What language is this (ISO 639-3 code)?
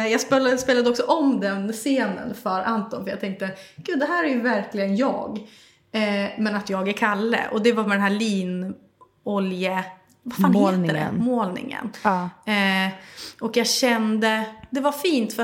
swe